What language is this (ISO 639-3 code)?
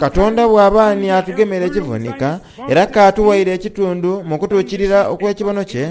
xog